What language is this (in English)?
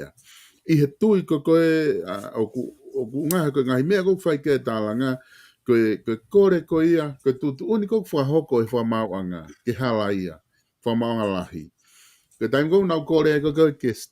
Tongan